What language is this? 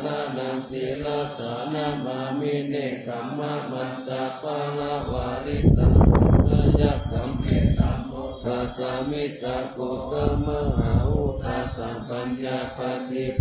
Pali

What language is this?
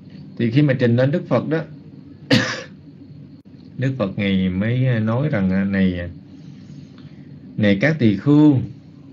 Vietnamese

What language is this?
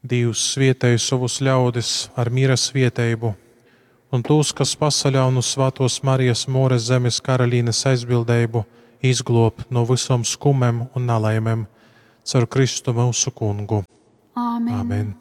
Latgalian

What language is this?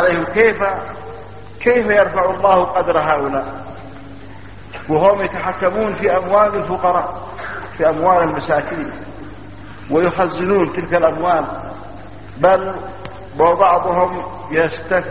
Arabic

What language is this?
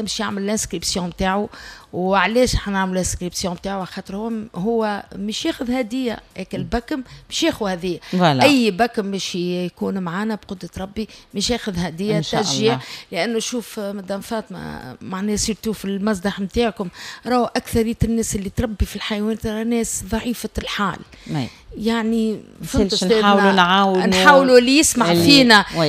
Tunisian Arabic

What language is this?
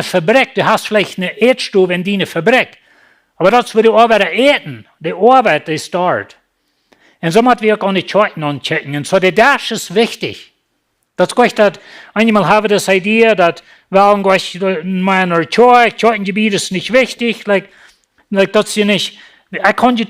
Plautdietsch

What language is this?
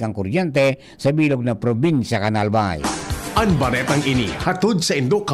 Bikol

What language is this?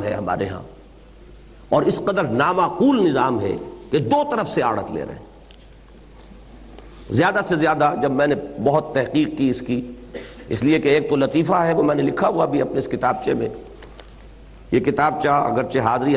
Urdu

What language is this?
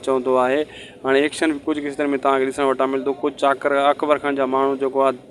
Sindhi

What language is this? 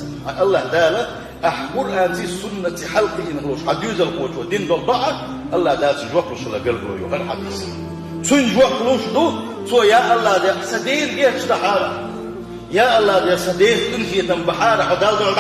Chechen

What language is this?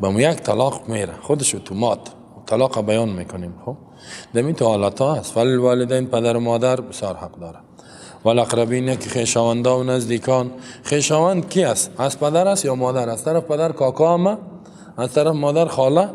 Persian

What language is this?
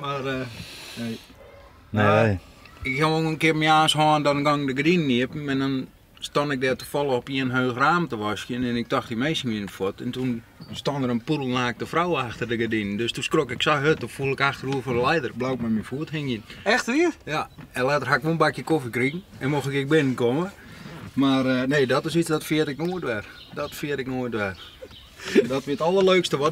Western Frisian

